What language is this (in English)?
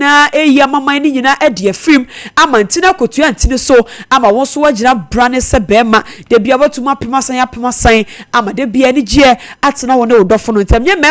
Akan